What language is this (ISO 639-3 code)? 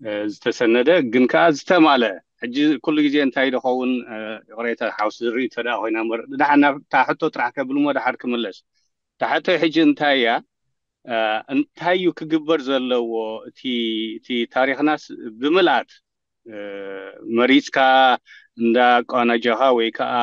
tir